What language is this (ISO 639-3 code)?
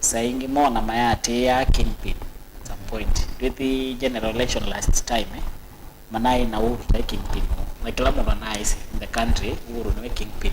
kam